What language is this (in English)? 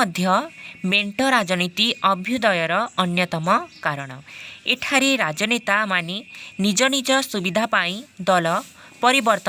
Odia